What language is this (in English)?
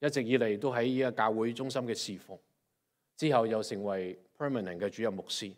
Cantonese